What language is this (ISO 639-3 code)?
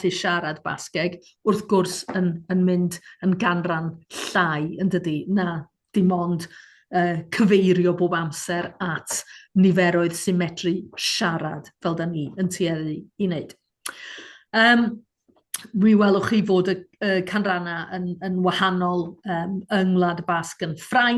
cym